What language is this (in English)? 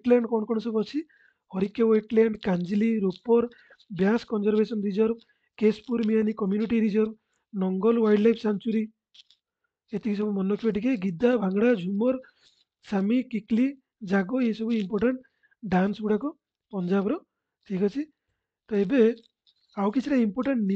Odia